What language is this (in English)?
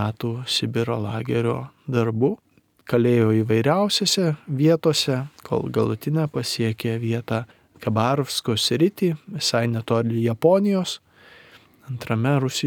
Lithuanian